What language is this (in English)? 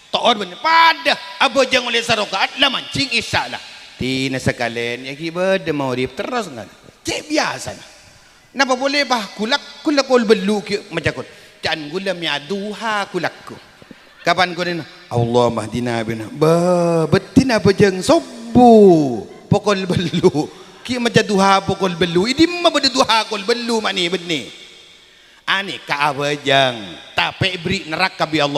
Madurese